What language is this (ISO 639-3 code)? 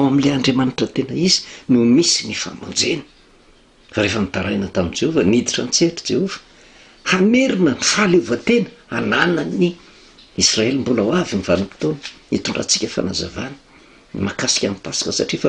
mlg